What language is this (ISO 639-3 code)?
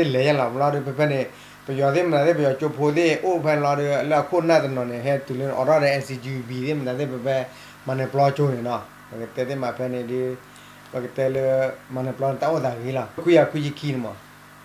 ksw